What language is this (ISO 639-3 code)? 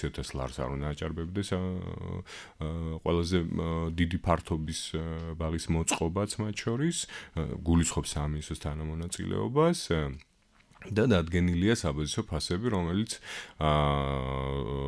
kat